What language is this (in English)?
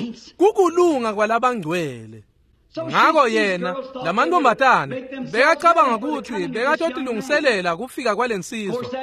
Swati